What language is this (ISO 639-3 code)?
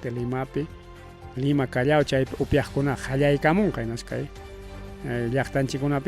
quy